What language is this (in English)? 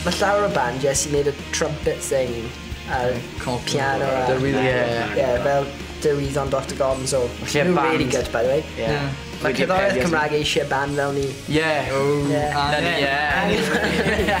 Welsh